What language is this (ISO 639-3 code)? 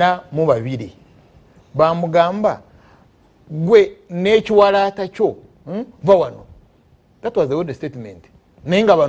lug